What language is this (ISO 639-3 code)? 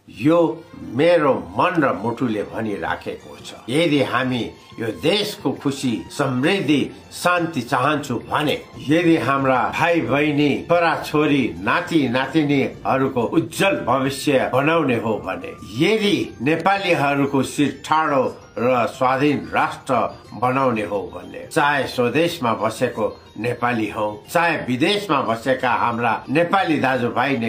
nep